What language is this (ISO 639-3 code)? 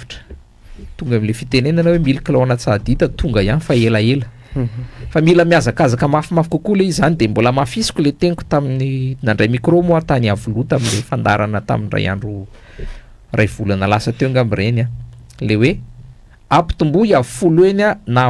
mlg